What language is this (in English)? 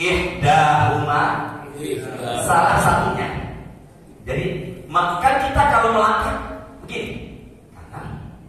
Indonesian